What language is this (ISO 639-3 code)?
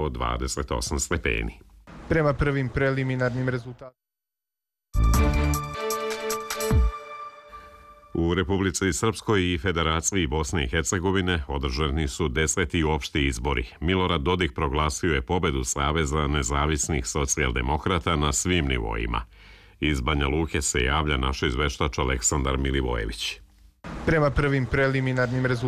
srp